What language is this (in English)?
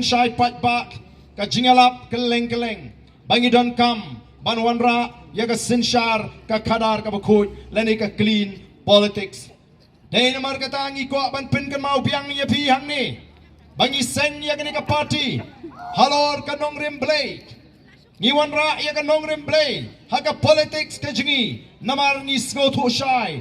Khasi